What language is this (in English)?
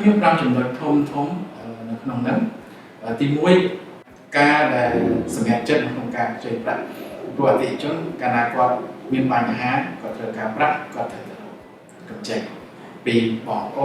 Khmer